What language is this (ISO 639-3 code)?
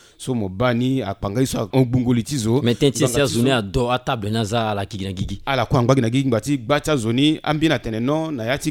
sag